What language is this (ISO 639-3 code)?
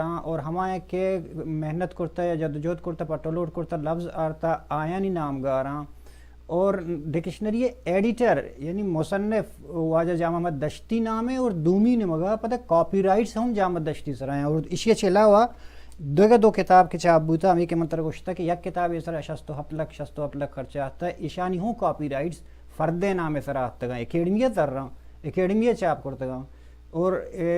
bal